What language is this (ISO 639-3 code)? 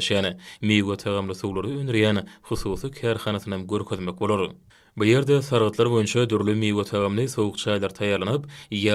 tuk